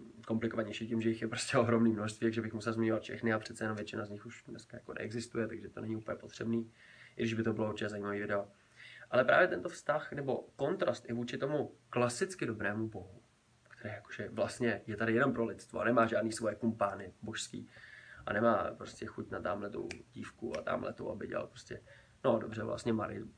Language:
Czech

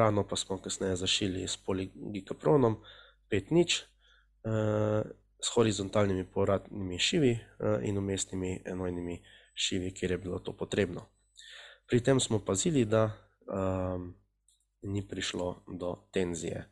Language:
Slovenian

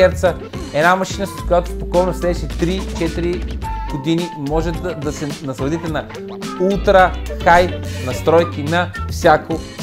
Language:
Bulgarian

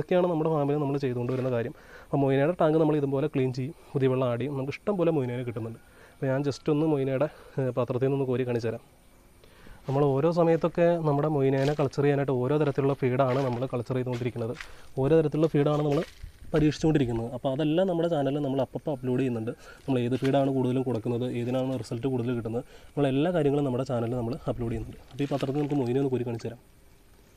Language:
Malayalam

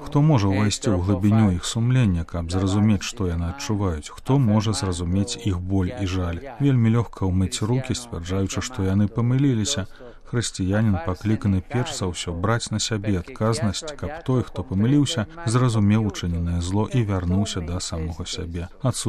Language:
Belarusian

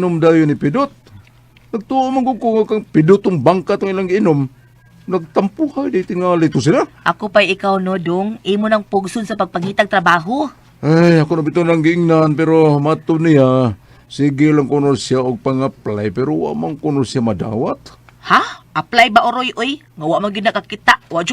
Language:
Cebuano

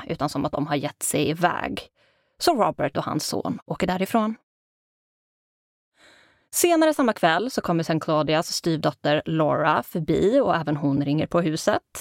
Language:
Swedish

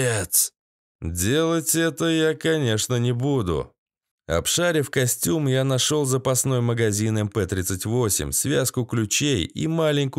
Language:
Russian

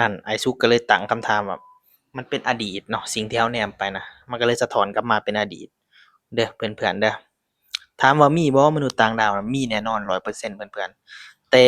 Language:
Lao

